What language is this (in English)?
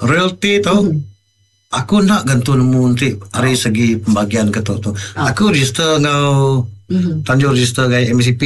Iban